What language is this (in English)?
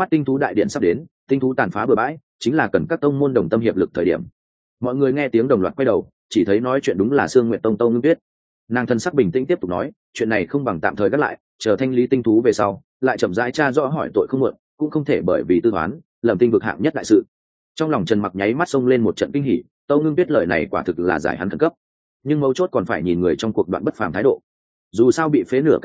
Vietnamese